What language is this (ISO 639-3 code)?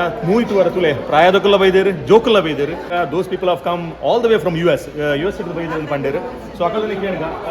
tcy